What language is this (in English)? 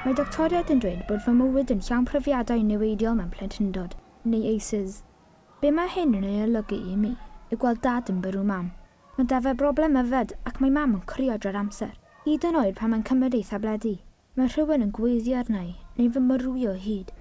Welsh